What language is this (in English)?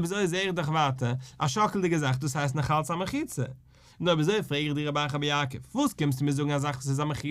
Yiddish